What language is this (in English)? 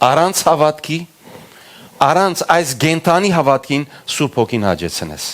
Western Armenian